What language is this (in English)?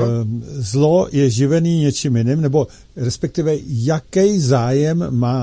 Czech